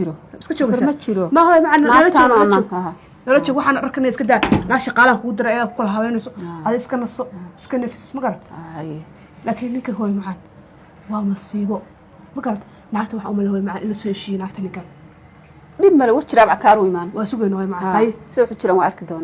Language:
Somali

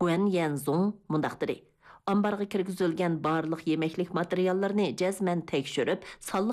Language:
Uyghur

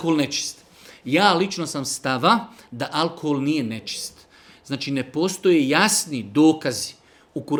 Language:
Bosnian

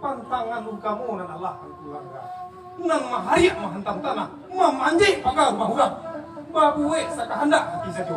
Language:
Minangkabau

